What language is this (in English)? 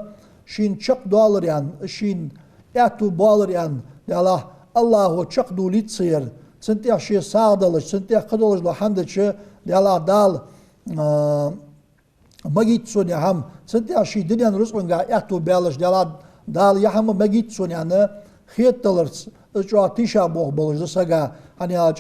Ingush